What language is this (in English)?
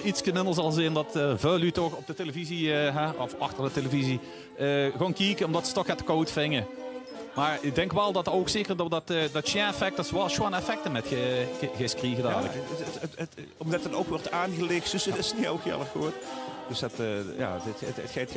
Limburgish